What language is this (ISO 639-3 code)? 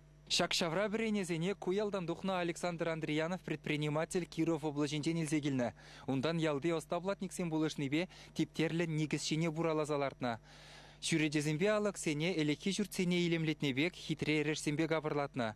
chv